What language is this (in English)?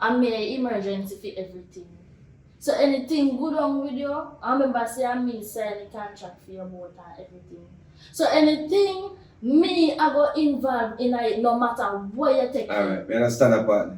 Jamaican Creole English